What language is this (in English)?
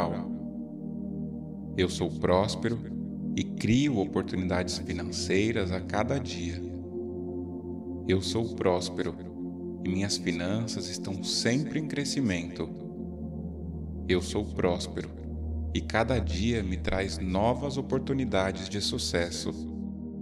Portuguese